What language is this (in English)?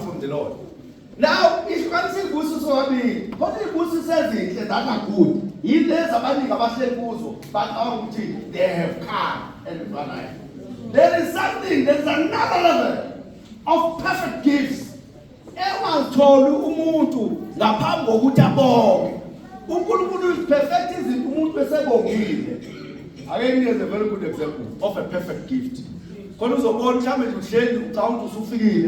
Zulu